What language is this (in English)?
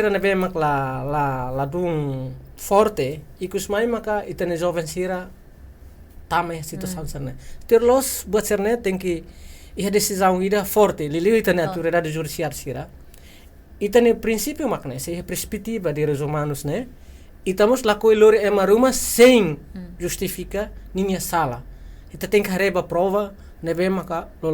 Tetum